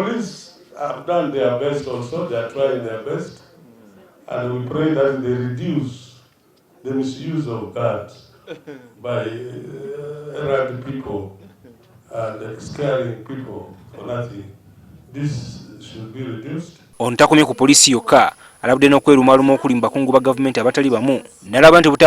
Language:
Ganda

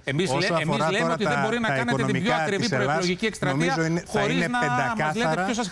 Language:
Greek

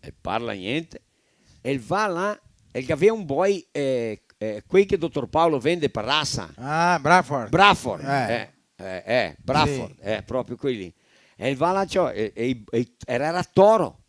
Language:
Venetian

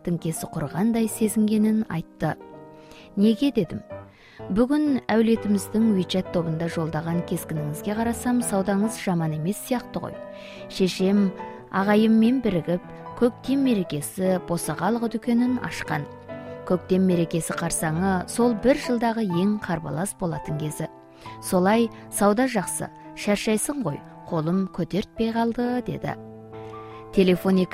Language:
Kazakh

